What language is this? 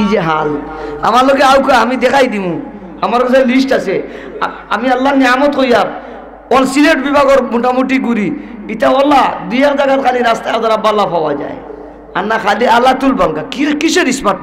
Sylheti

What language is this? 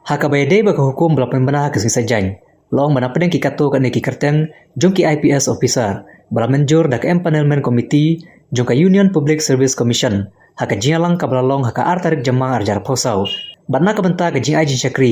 Khasi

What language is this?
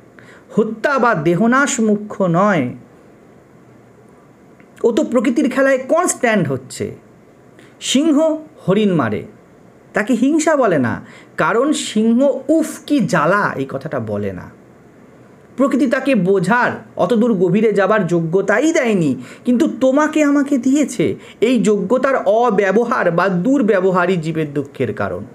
Bangla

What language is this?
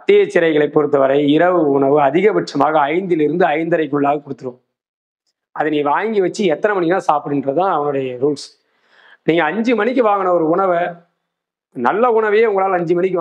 Tamil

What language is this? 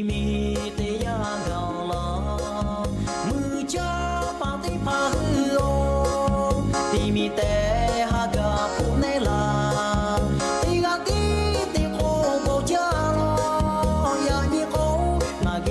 Lahu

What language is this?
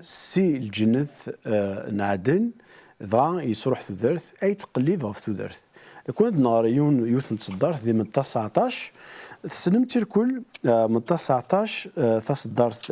Kabyle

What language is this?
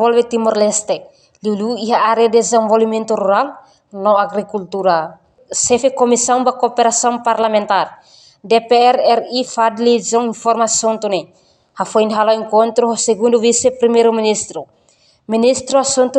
Tetum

